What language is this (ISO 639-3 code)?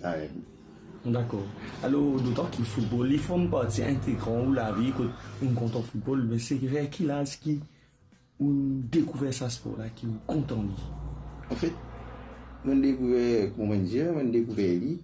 mfe